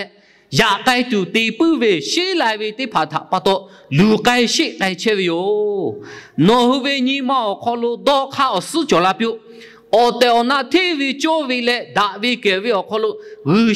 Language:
Lahu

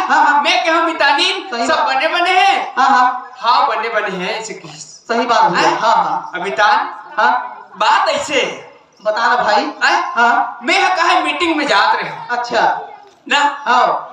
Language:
Chhattisgarhi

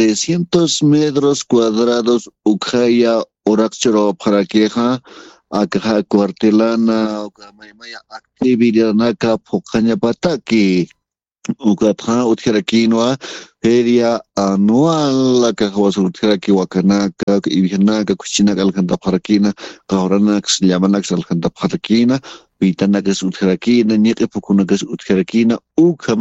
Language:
Aymara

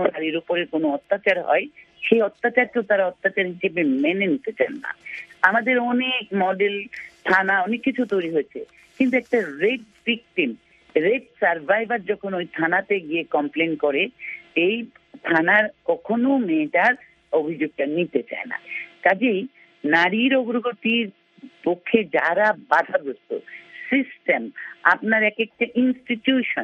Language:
Bangla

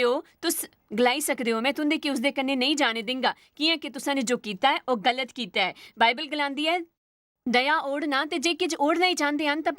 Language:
Dogri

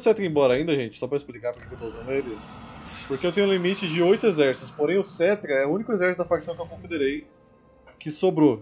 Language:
Portuguese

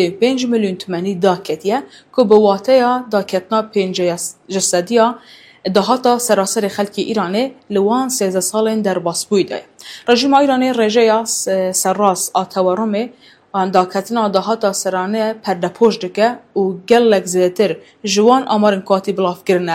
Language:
Kurdish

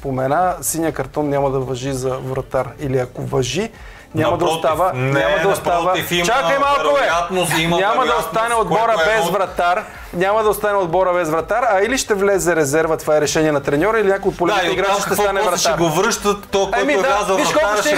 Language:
Bulgarian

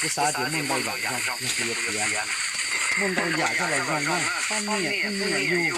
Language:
Hmong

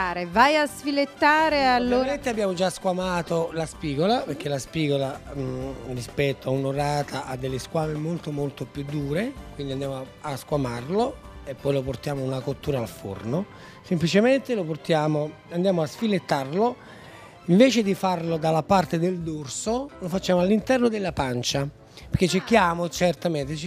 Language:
Italian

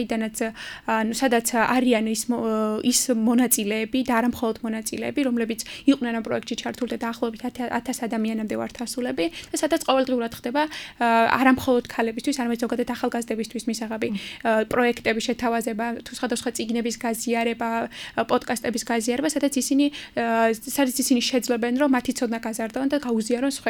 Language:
Georgian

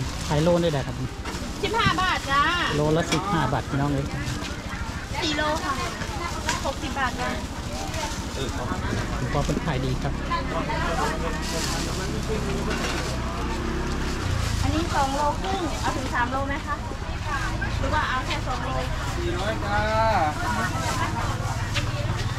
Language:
Thai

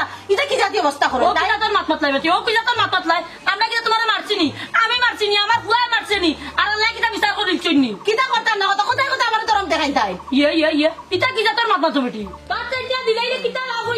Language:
Sylheti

